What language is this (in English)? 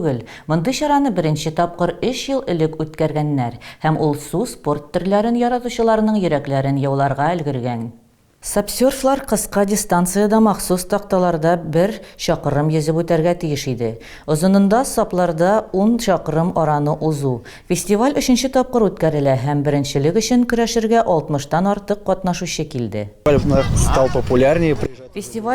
Tatar